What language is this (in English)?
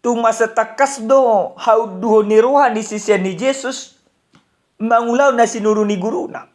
Batak Toba